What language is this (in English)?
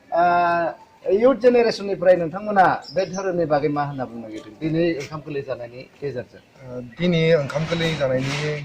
Bodo